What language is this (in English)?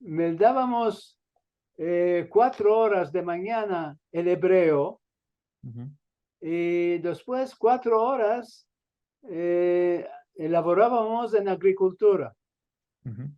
Ladino